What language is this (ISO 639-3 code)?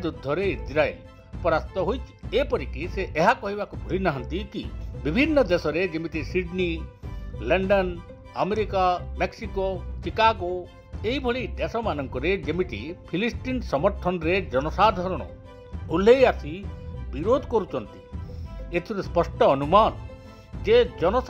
ori